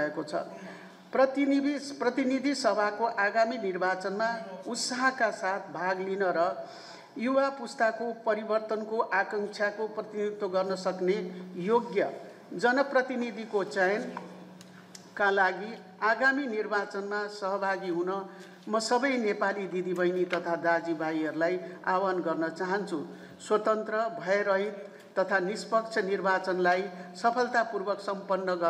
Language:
Nepali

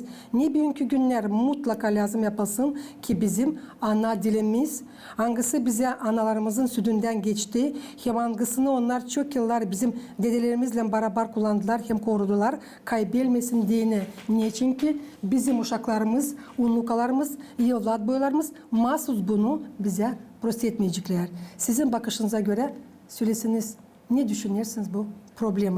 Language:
Gagauz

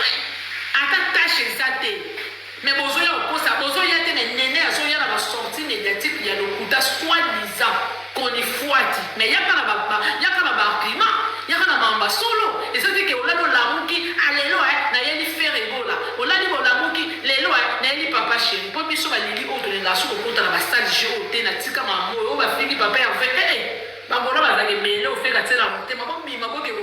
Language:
Lingala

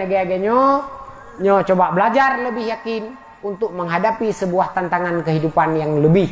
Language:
Achinese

